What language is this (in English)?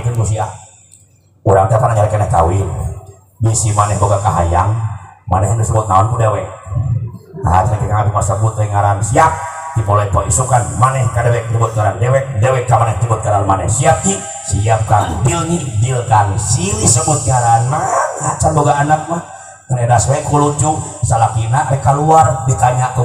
Sundanese